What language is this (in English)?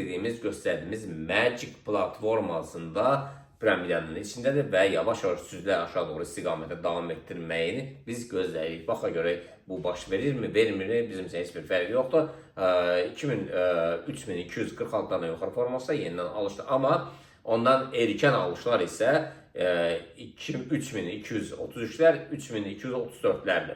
Azerbaijani